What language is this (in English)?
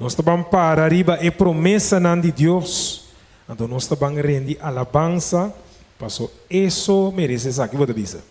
Papiamento